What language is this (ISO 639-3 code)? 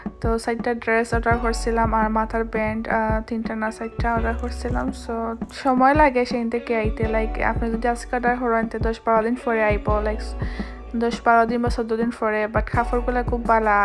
syl